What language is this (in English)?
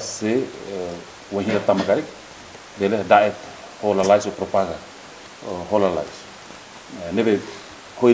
Tetum